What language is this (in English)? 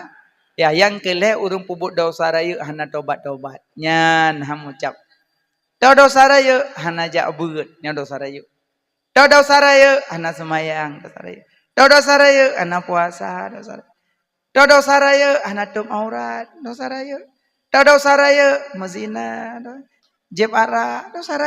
Achinese